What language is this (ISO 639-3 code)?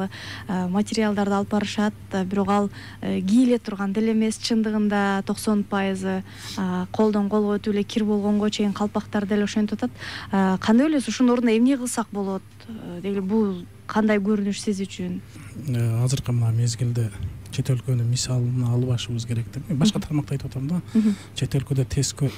kir